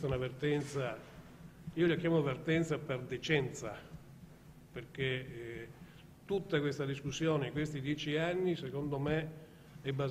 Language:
Italian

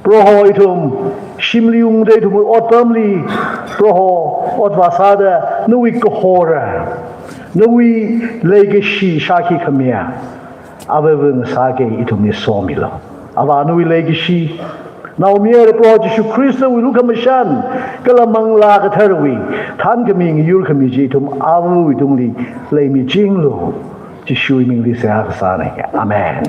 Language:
Tangkhul Naga (India)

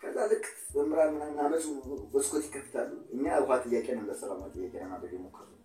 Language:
Amharic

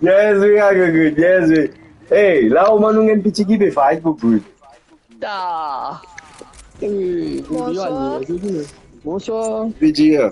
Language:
Morisyen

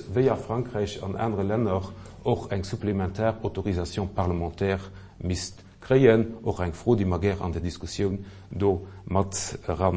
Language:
Luxembourgish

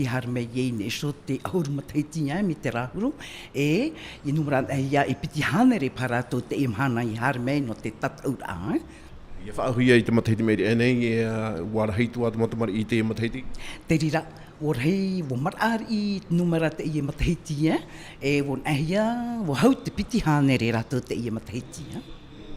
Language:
Tahitian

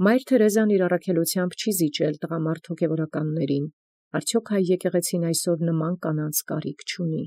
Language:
Armenian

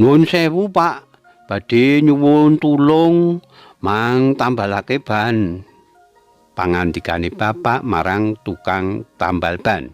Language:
Javanese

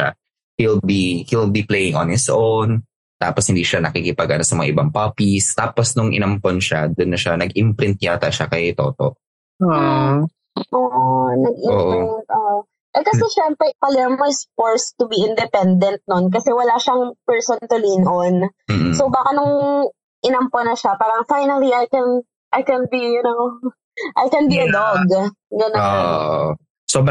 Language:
Filipino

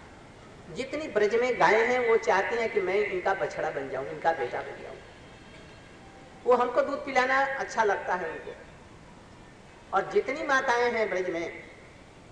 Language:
Hindi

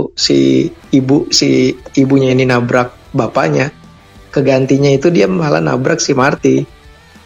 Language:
Indonesian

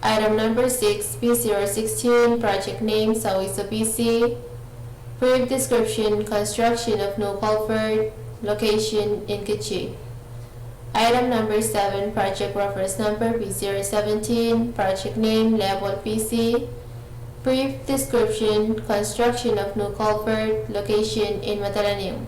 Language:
Pohnpeian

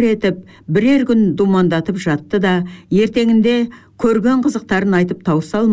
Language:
Kazakh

